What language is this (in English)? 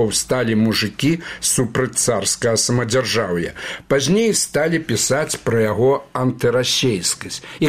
Belarusian